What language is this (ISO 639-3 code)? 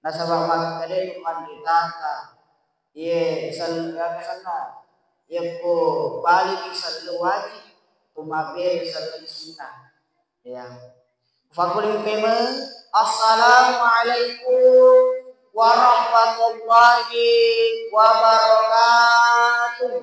bug